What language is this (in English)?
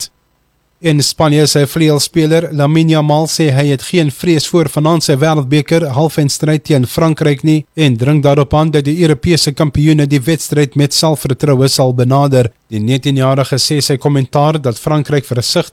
Afrikaans